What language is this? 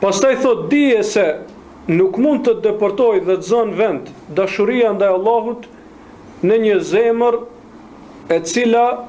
Albanian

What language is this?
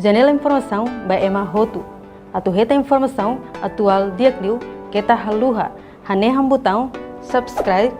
Tetum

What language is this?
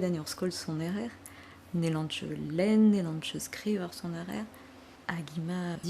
Breton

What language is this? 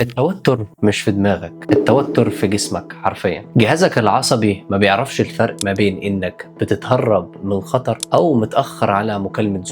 Egyptian Arabic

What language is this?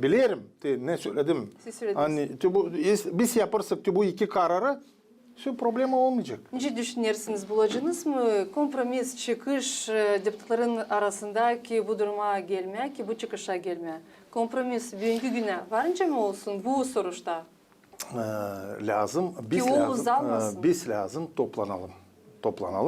Gagauz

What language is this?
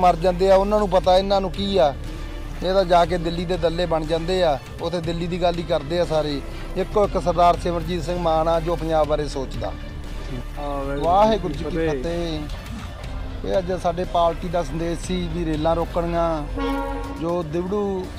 Punjabi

